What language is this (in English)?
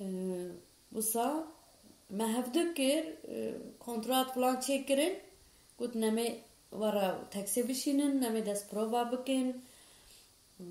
Kurdish